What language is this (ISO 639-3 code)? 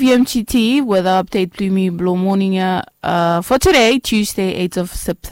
bis